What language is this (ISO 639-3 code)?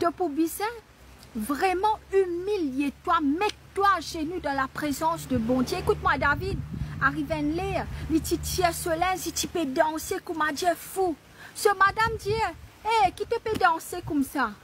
mfe